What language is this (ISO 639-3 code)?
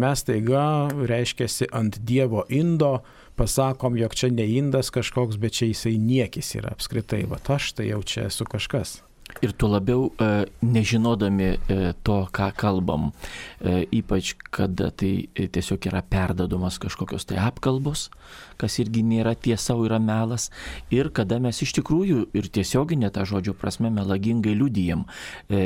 lit